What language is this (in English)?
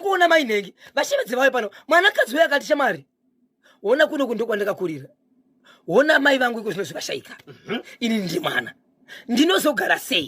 Shona